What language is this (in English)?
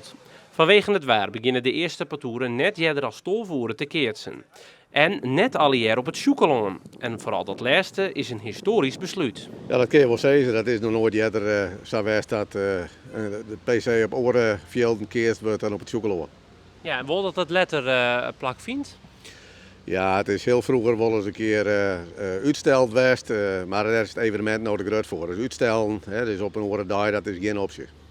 Western Frisian